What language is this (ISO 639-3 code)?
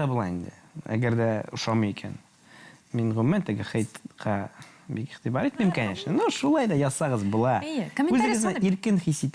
tat